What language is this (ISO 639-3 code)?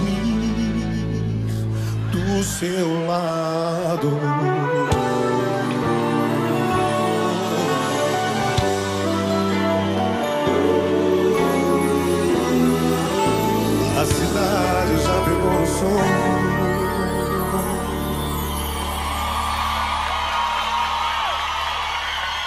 por